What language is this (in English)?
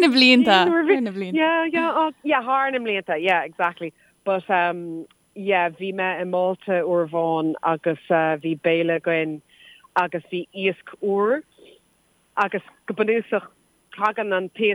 Irish